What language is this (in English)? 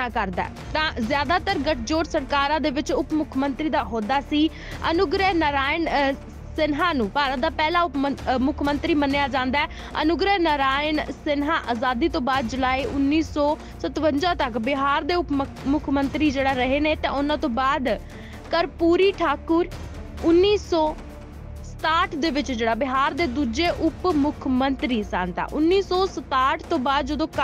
Punjabi